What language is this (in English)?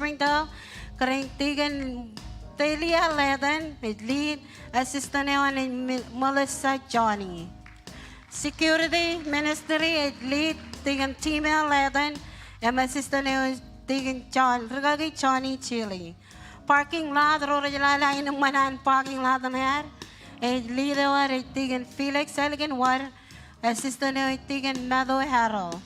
Marshallese